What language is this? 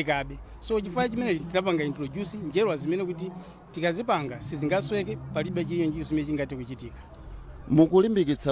Nyanja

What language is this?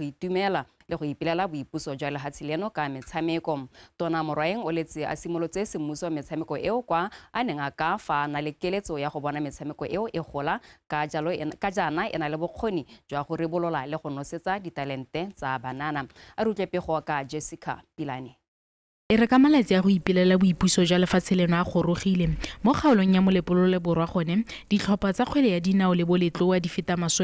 Tswana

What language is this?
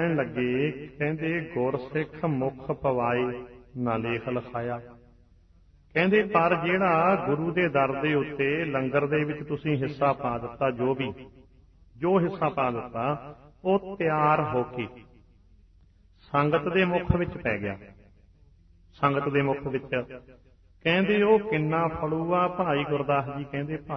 Punjabi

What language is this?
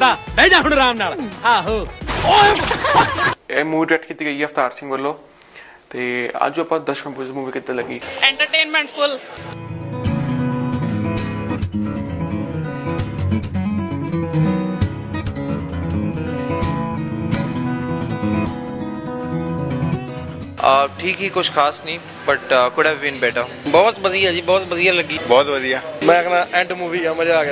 Punjabi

